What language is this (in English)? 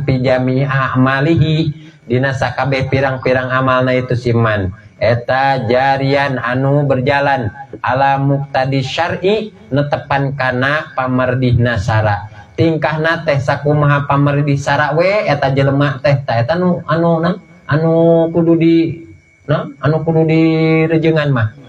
Sundanese